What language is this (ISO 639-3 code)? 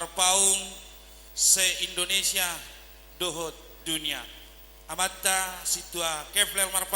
bbc